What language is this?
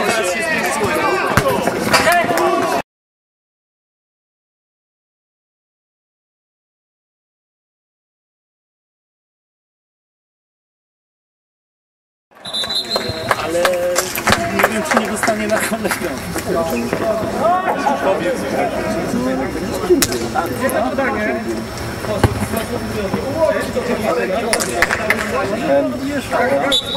Polish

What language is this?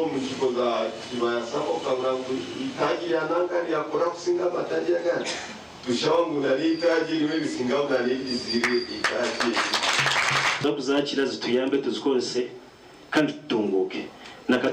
Nyankole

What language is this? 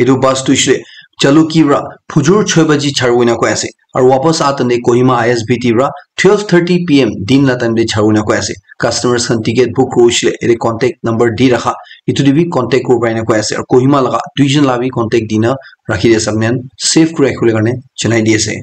Naga Pidgin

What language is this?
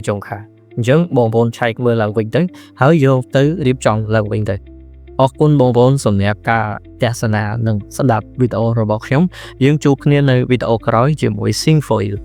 Khmer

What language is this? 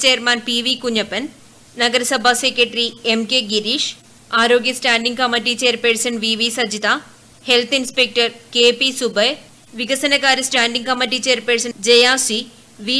Malayalam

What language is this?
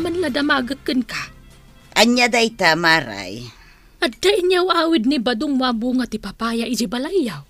Iloko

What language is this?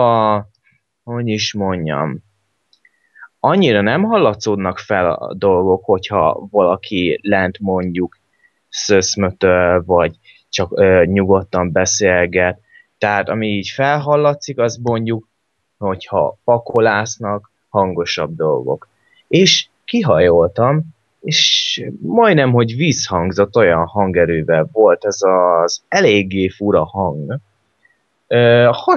Hungarian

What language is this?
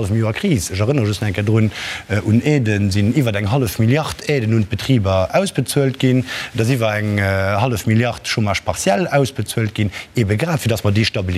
Luxembourgish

